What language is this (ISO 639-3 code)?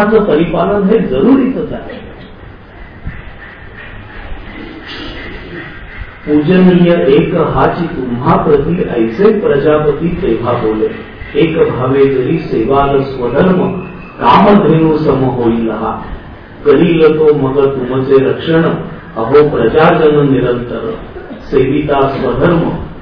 mar